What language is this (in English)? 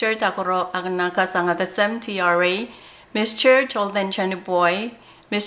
Pohnpeian